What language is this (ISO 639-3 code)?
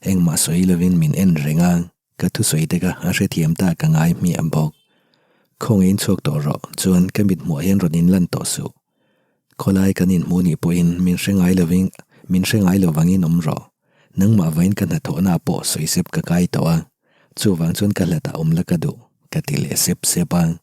lus